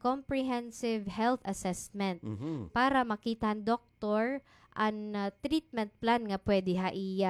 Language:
Waray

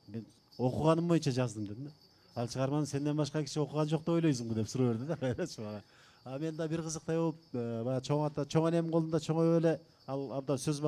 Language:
Kyrgyz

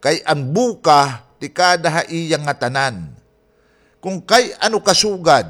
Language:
Waray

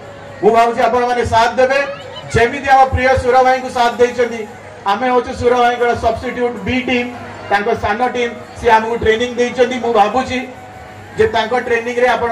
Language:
Odia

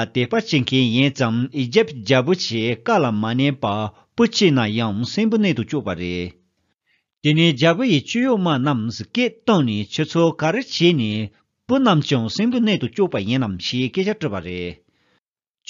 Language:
Tibetan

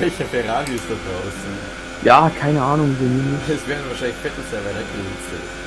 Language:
Bavarian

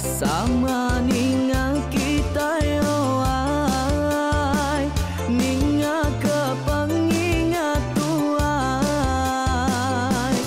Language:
Iban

